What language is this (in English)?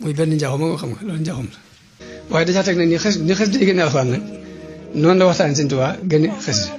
Wolof